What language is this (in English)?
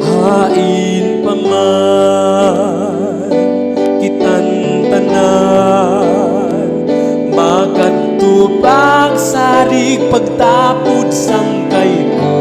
Waray